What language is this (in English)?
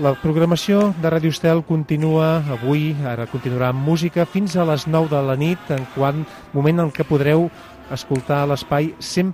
Catalan